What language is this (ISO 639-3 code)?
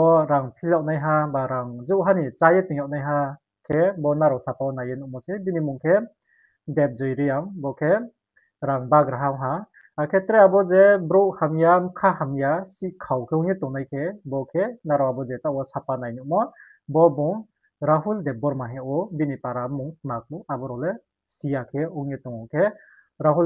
ria